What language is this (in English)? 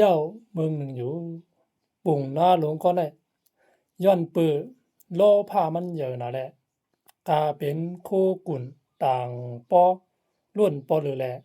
Shan